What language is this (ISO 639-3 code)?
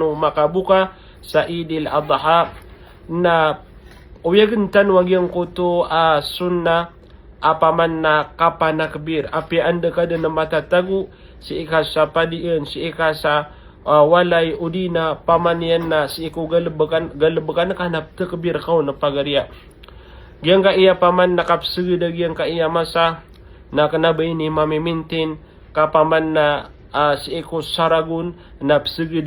mrw